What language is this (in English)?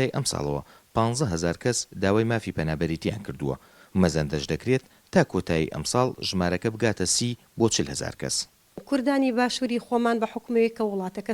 Central Kurdish